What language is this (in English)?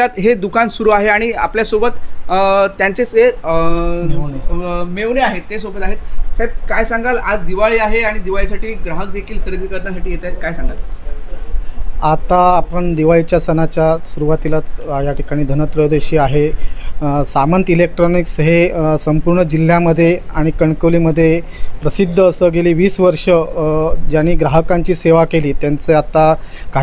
Marathi